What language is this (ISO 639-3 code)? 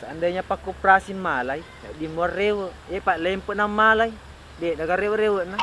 bug